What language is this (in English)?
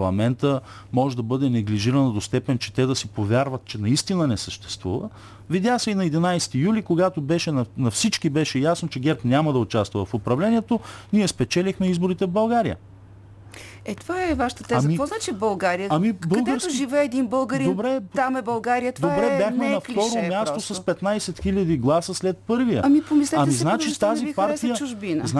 Bulgarian